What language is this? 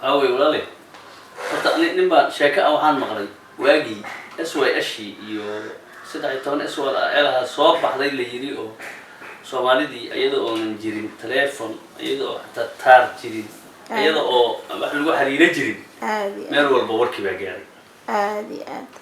Somali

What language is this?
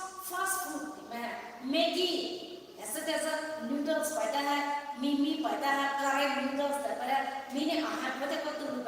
Poumei Naga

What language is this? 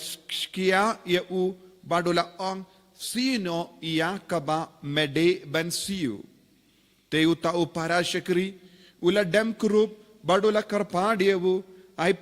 Khasi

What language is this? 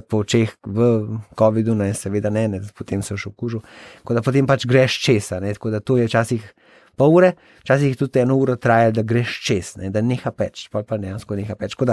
Slovenian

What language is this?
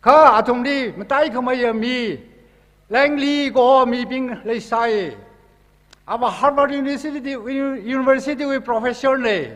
Tangkhul Naga (India)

